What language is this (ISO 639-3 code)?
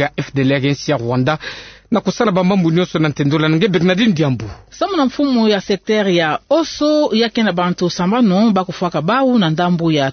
ktu